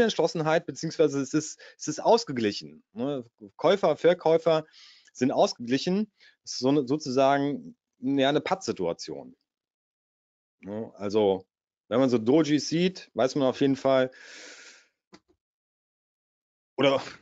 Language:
German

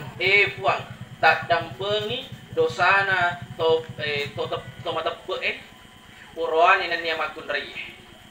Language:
Buginese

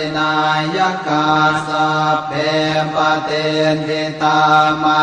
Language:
Pali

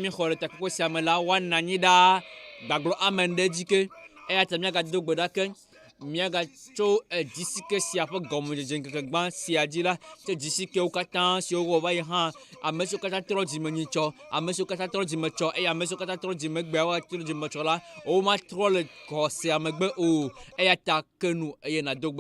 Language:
Ewe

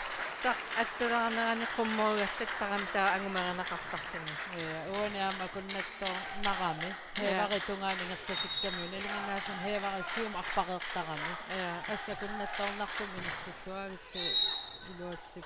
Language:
Kalaallisut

